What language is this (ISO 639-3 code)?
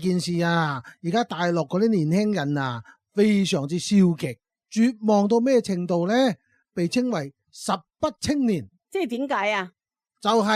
yue